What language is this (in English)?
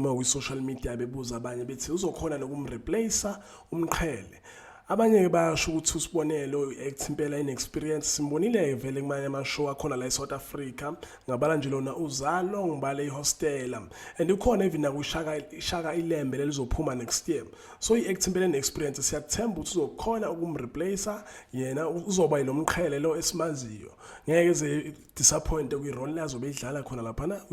Zulu